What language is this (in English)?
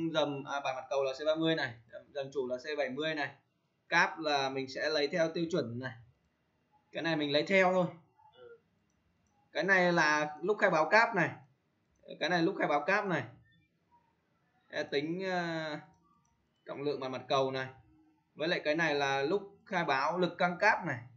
Vietnamese